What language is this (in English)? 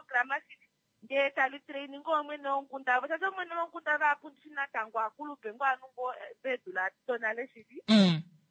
Kuanyama